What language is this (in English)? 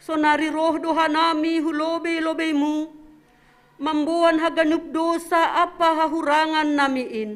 Batak Simalungun